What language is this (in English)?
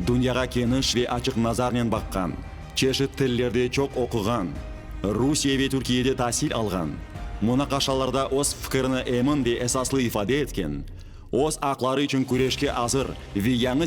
Crimean Tatar